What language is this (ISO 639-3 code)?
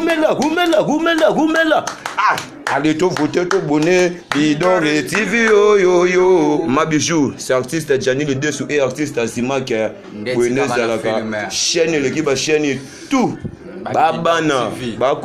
lin